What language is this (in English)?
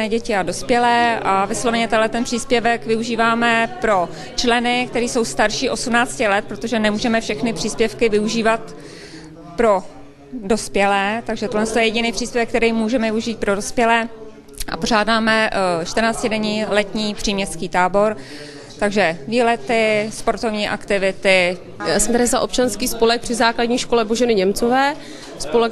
Czech